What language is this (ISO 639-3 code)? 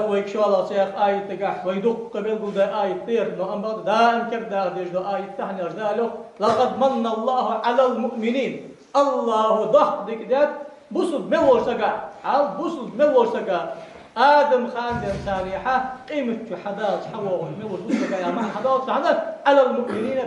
inh